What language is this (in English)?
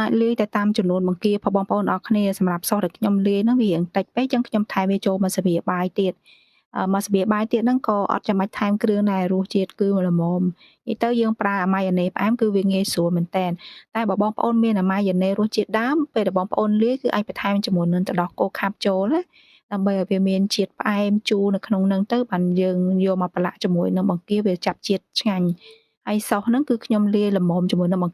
Khmer